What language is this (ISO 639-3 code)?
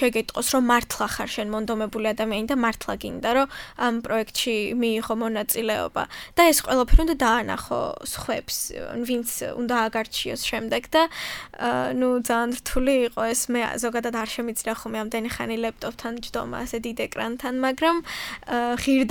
kat